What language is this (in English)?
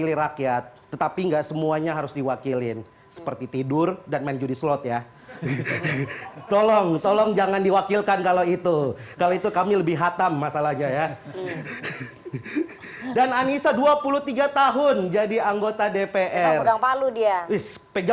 Indonesian